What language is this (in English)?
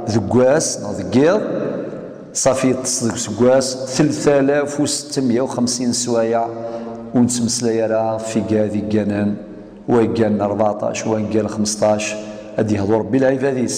Kabyle